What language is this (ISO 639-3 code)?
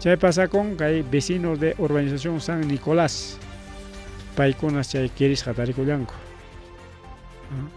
quy